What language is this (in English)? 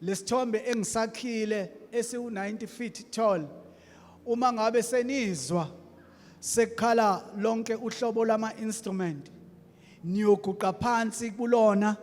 Zulu